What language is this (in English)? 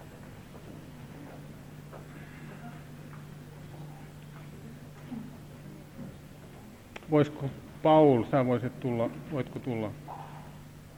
Finnish